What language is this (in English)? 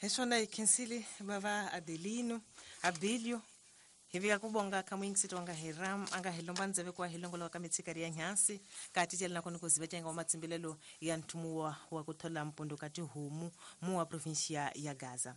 Tsonga